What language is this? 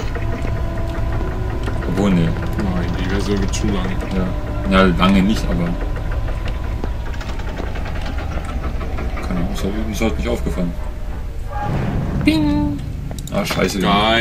German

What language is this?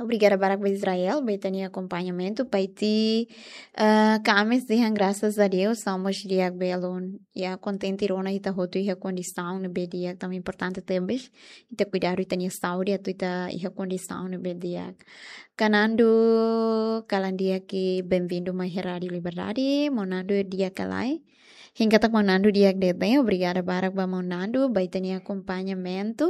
Tetum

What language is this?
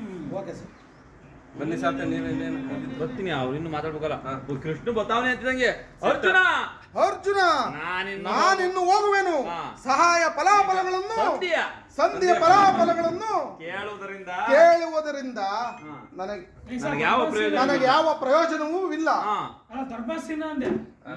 Kannada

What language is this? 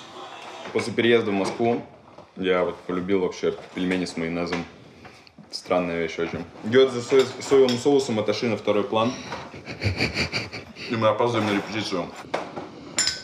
Russian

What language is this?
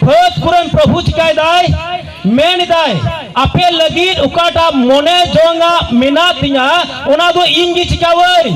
Santali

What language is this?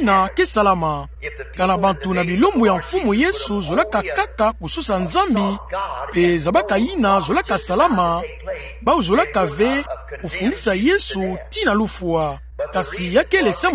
Kituba (Democratic Republic of Congo)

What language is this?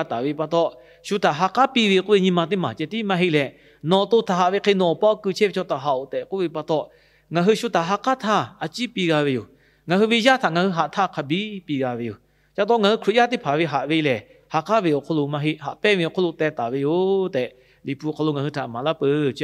Lahu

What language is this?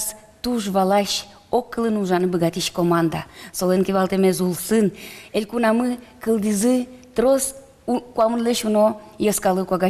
Udmurt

